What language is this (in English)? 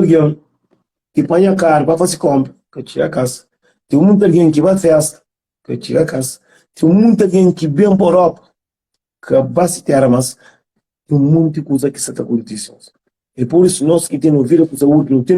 Kabuverdianu